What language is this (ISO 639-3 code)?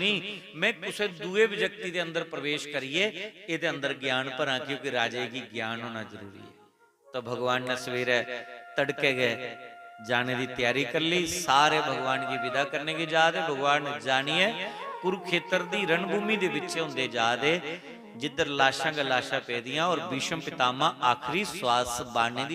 doi